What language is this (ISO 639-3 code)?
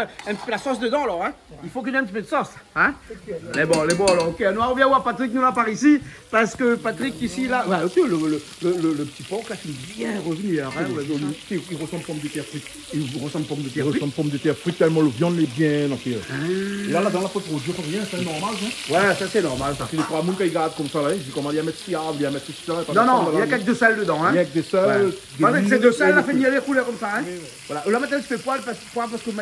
rcf